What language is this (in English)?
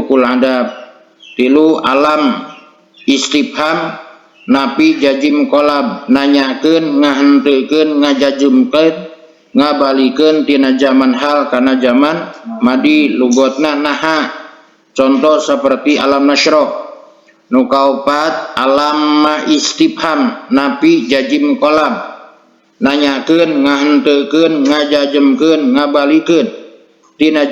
Sundanese